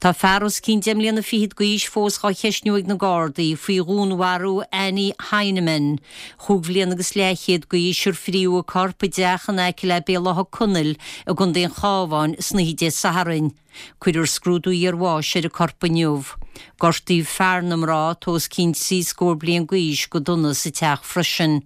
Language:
Irish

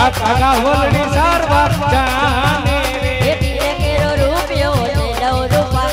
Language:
Gujarati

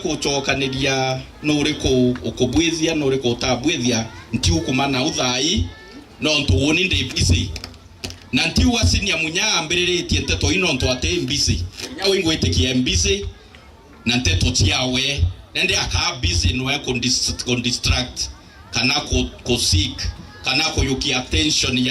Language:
Meru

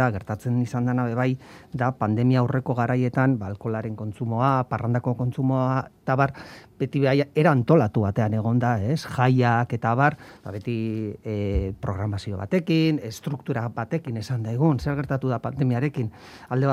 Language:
Basque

